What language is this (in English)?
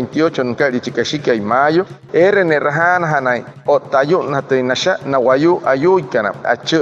Wayuu